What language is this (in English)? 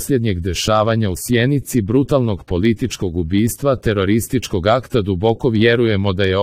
Croatian